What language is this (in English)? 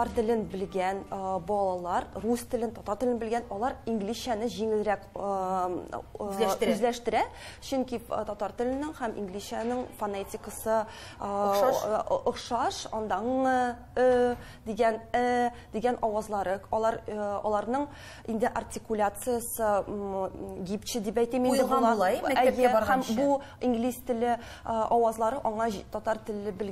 Tatar